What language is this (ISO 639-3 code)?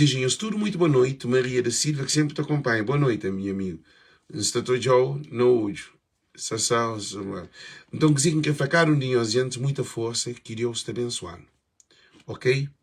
kea